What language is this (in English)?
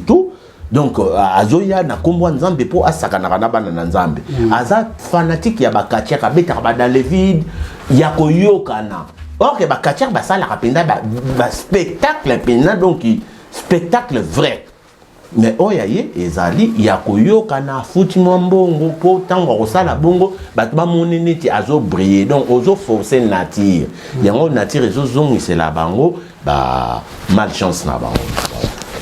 Lingala